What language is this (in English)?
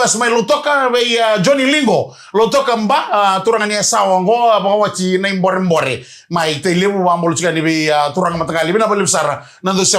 Fijian